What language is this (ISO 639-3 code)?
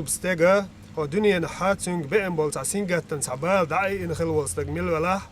che